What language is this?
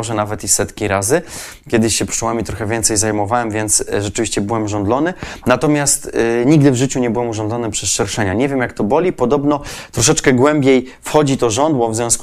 Polish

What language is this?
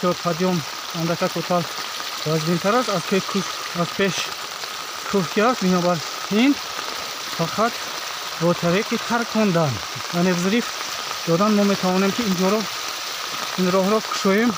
Tajik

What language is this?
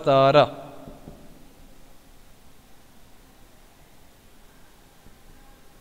Gujarati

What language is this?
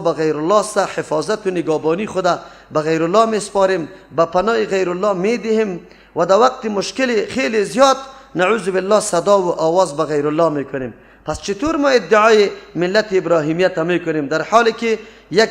Persian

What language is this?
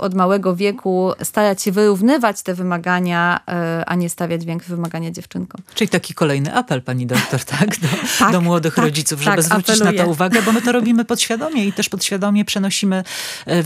Polish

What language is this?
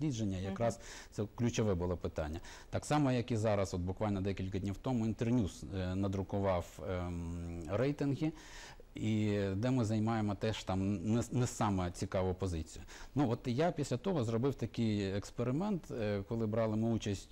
Ukrainian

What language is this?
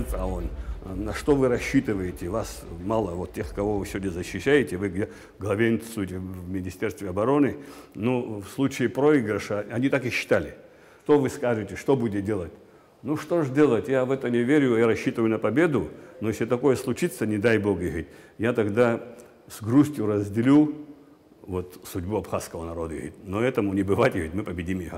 Abkhazian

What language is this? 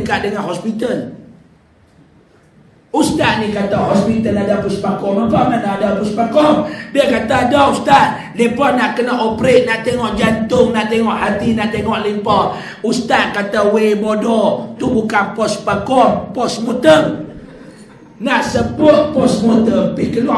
Malay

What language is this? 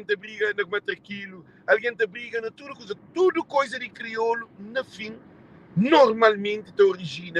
Kabuverdianu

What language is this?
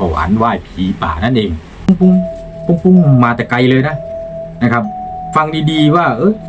Thai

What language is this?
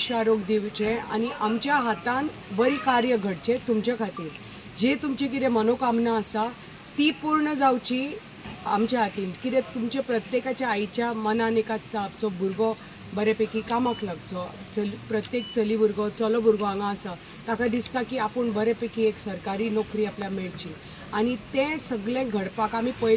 Konkani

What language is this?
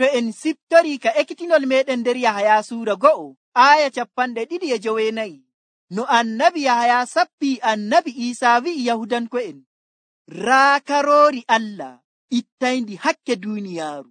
Nigerian Fulfulde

